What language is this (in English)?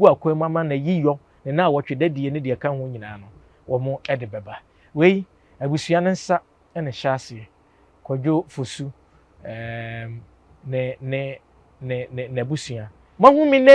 Akan